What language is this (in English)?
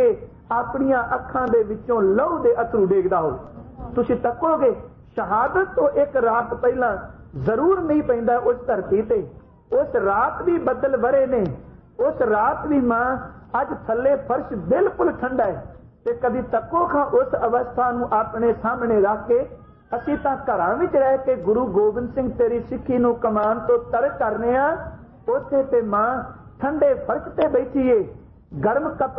Punjabi